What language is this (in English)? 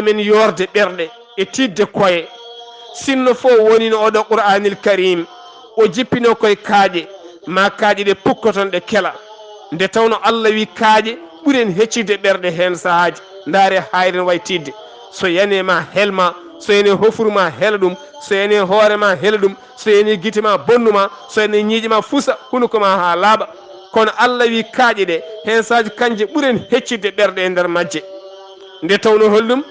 Fula